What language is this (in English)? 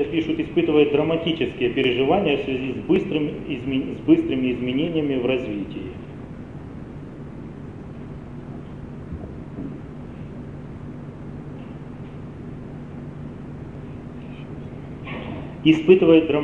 Russian